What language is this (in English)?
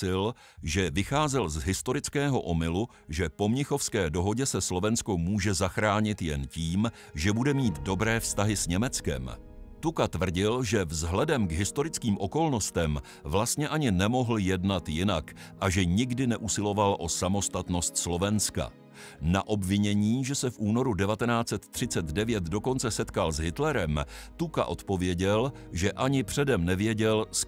Czech